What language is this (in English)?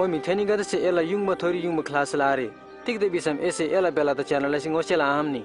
Eastern Tamang